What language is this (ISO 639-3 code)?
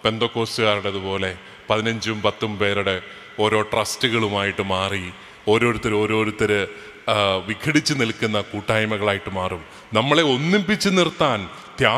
mal